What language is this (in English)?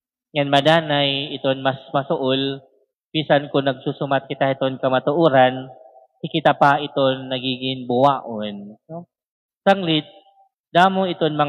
Waray